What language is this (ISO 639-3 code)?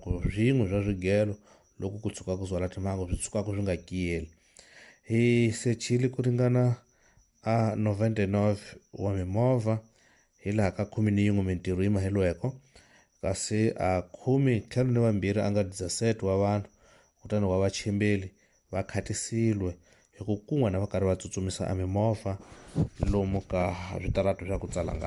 tso